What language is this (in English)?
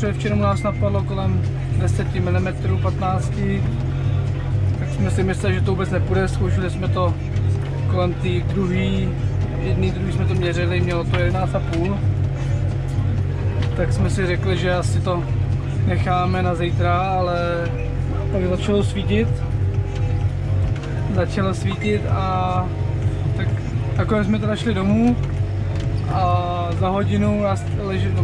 Czech